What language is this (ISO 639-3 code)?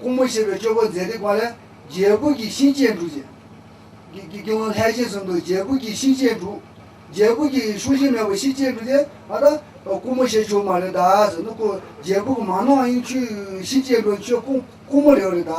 bod